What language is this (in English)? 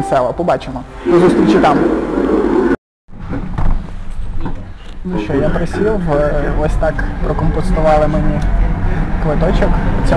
Ukrainian